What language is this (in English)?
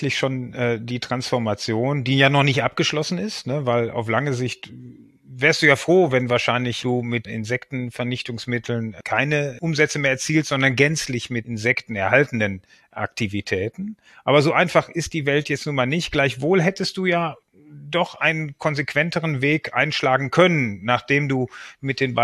German